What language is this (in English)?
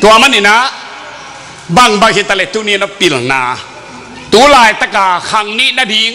Tedim Chin